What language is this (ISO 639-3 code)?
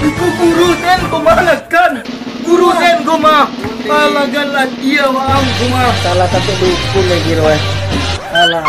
min